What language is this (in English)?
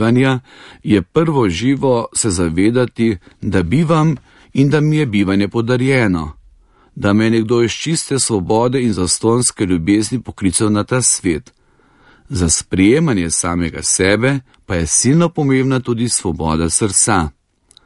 Slovenian